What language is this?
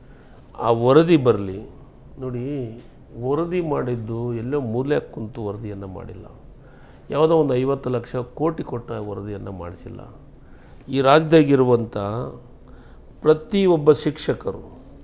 Kannada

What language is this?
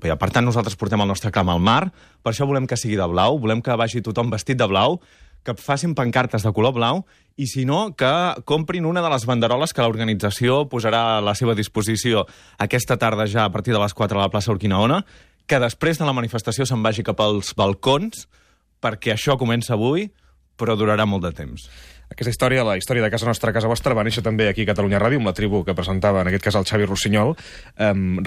Catalan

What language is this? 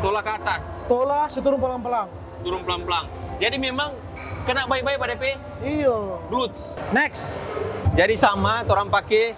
Manado Malay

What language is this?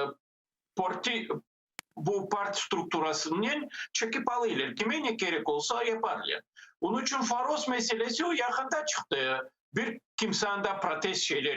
Crimean Tatar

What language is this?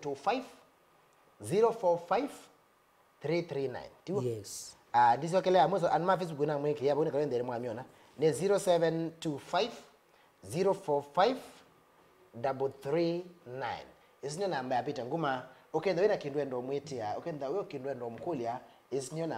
Kamba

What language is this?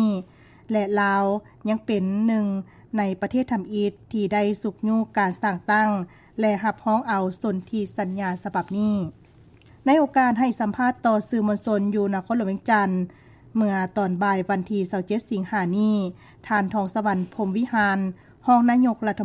Lao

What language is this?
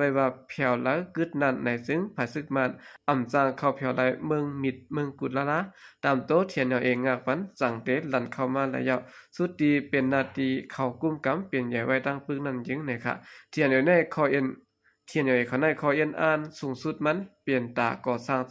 Shan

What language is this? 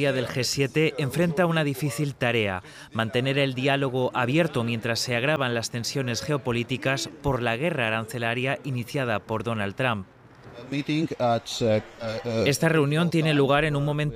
Spanish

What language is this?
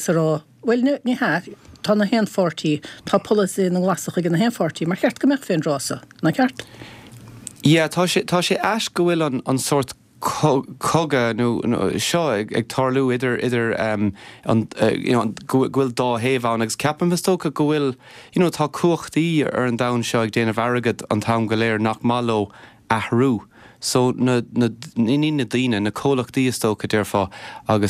Irish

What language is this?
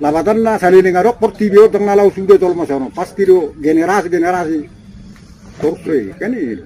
Batak Toba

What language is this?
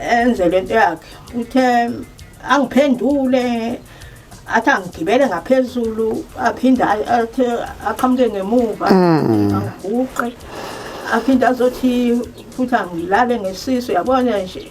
Zulu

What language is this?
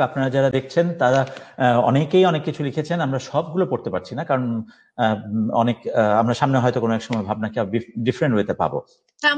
Bangla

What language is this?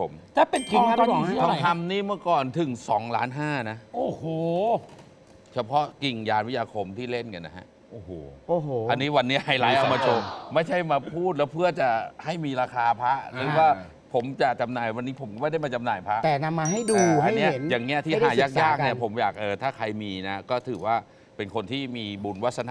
Thai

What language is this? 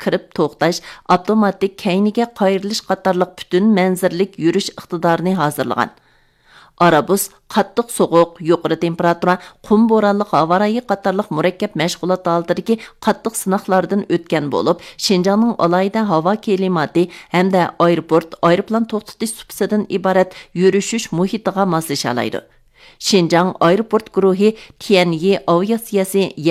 Uyghur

